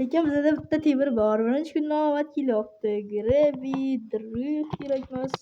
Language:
Uzbek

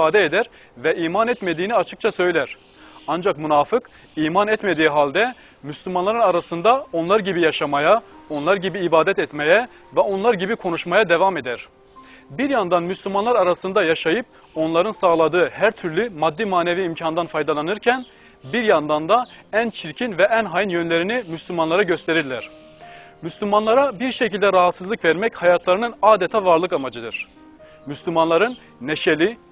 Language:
Turkish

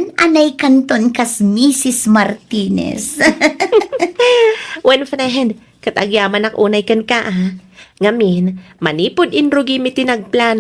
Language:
Iloko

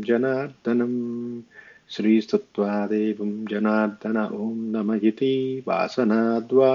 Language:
Sanskrit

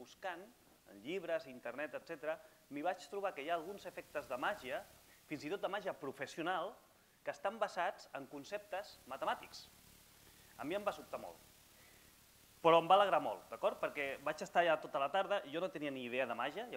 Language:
Catalan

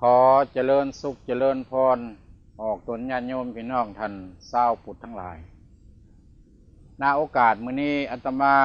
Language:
Lao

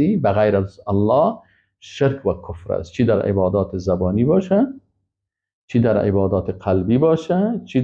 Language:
Persian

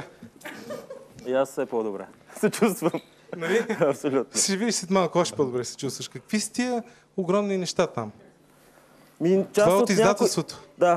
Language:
Bulgarian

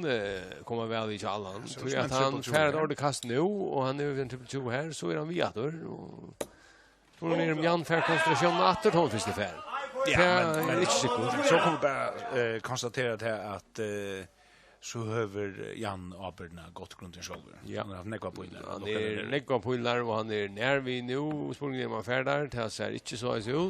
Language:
Faroese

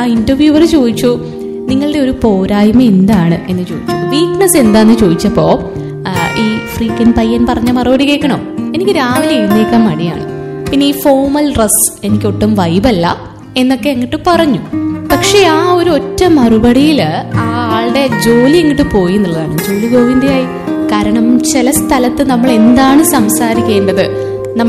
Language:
Malayalam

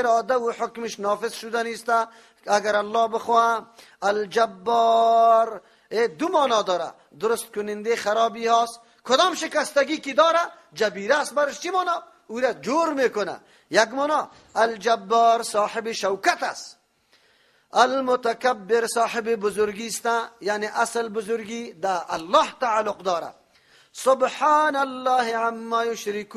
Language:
Persian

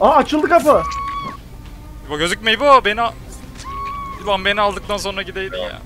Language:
Turkish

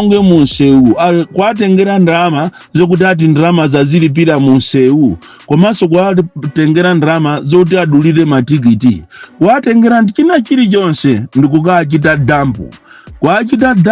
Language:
Nyanja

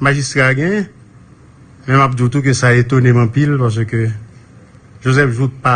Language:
Haitian Creole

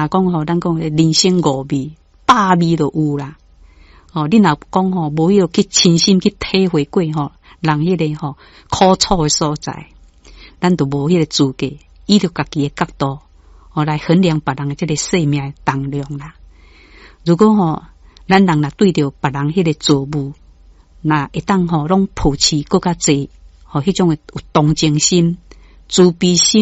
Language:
Min Nan Chinese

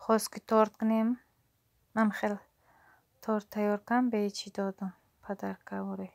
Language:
Tajik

